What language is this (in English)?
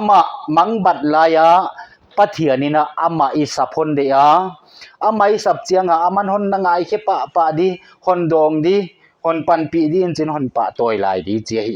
Paite Chin